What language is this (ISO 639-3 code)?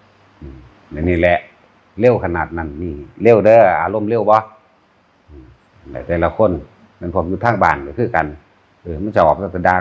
tts